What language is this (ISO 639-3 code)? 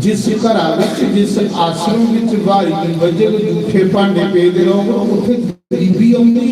doi